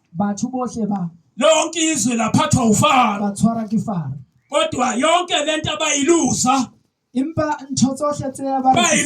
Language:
Zulu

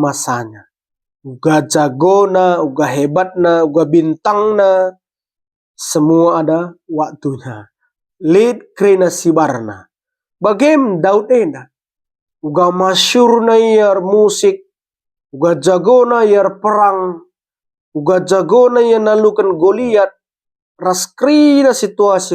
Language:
Batak Karo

